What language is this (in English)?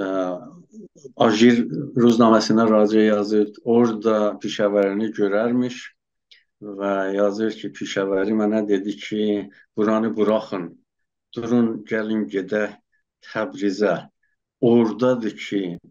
South Azerbaijani